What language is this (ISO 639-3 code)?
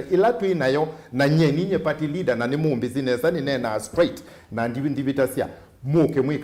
kam